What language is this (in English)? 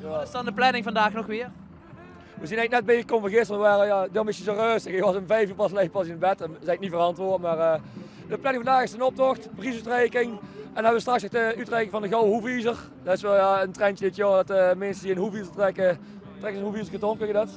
Limburgish